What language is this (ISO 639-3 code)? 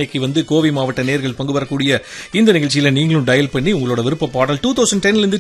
tam